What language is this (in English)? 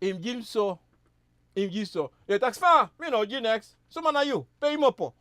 Sranan Tongo